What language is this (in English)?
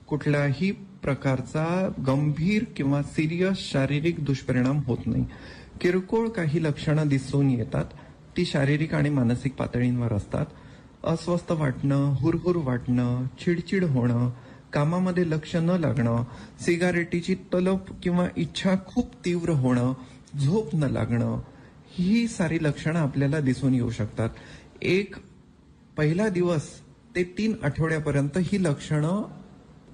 Marathi